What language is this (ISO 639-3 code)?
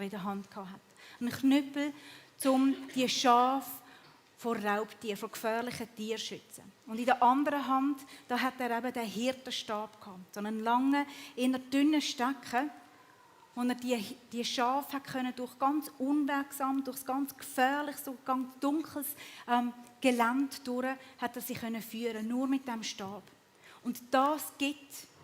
gsw